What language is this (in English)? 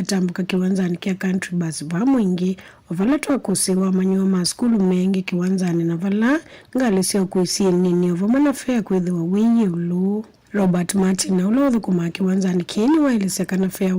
Kamba